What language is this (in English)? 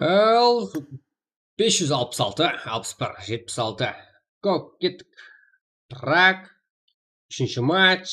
Kara-Kalpak